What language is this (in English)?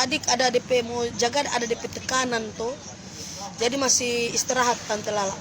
Manado Malay